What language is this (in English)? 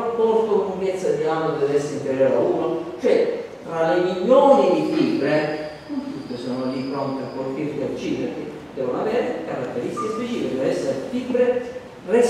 Italian